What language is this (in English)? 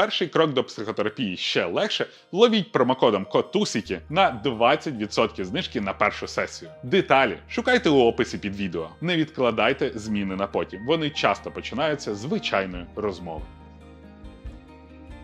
Ukrainian